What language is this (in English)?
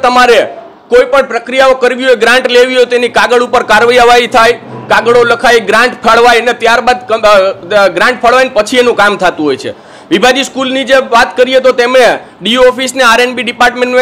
Gujarati